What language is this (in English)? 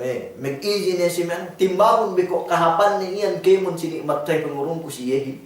Yakan